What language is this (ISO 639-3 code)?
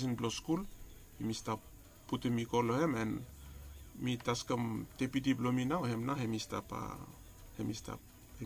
bis